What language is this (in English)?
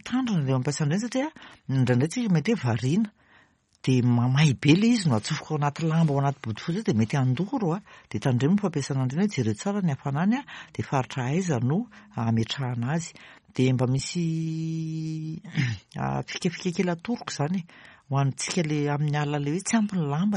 Malagasy